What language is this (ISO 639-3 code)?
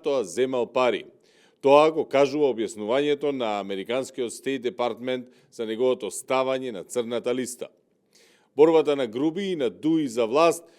mkd